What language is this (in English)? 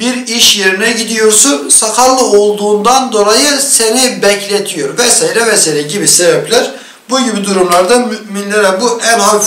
Turkish